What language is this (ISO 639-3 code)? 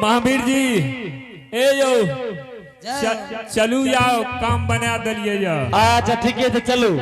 anp